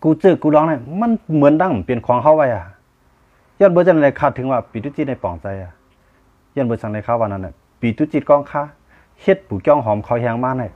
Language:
Shan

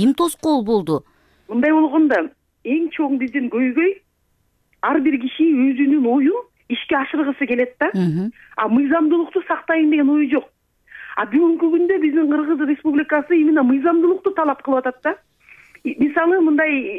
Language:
Kyrgyz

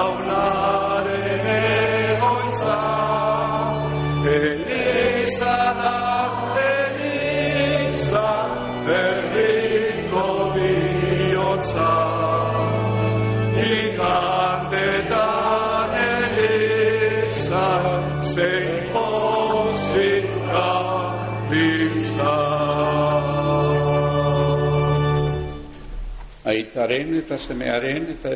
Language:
Basque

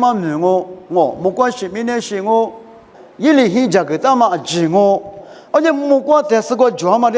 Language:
Lisu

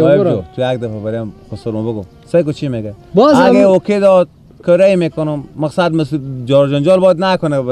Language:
Persian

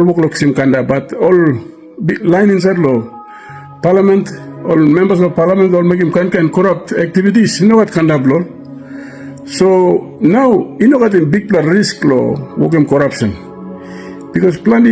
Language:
Tok Pisin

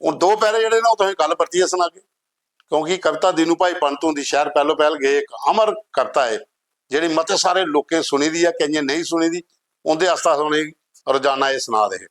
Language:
Dogri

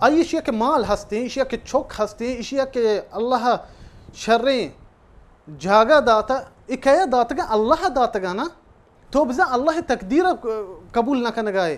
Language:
Baluchi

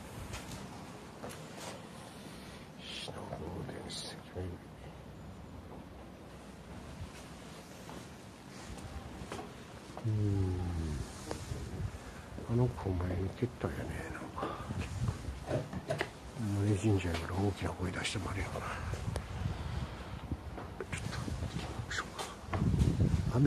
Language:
Japanese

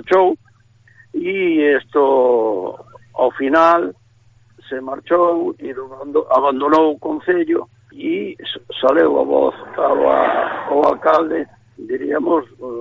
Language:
Galician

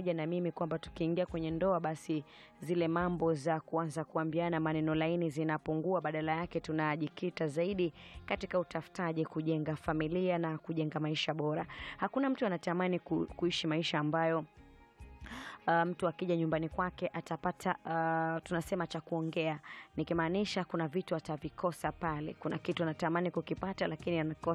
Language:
Swahili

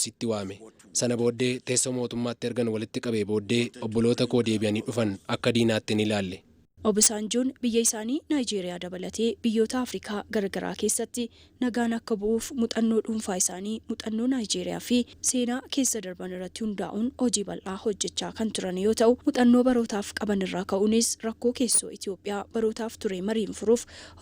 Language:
Oromo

